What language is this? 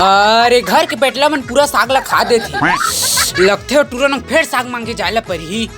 Chhattisgarhi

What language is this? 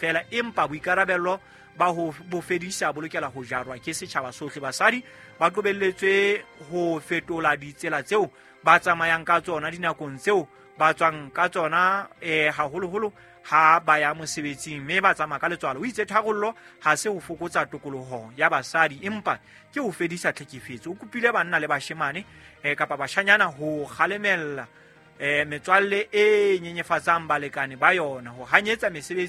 Southern Sotho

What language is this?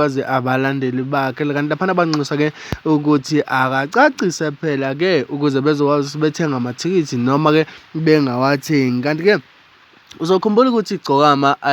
Zulu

